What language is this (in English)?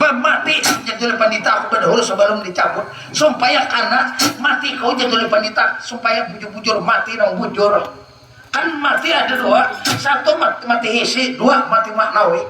Banjar